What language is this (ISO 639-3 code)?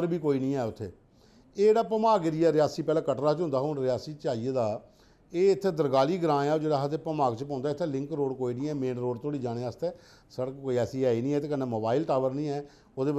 doi